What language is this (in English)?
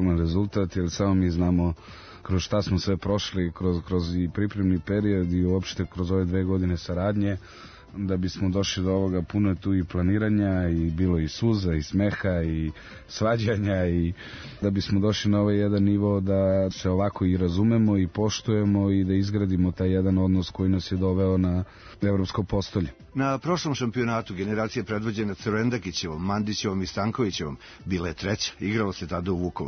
Serbian